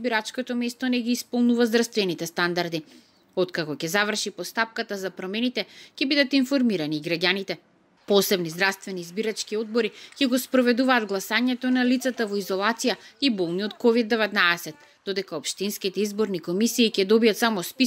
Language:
Macedonian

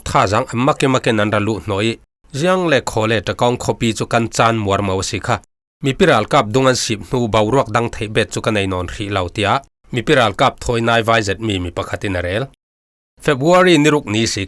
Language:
Falam Chin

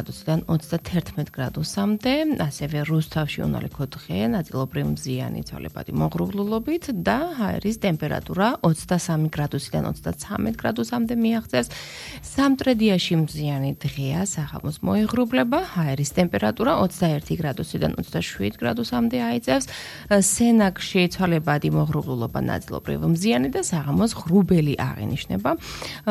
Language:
Georgian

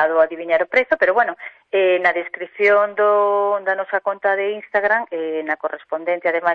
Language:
Galician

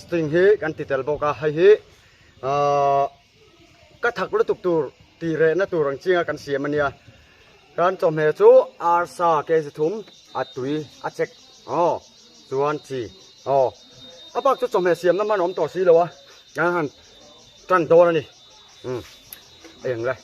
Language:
Mizo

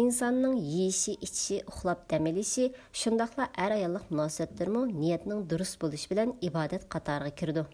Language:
Uyghur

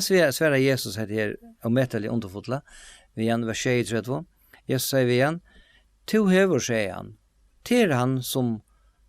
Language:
Faroese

